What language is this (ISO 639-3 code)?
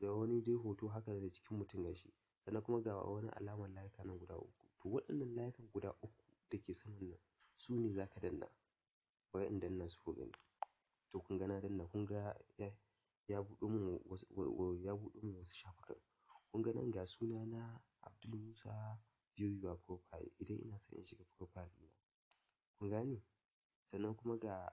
hau